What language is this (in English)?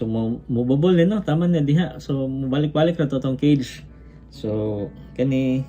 Cebuano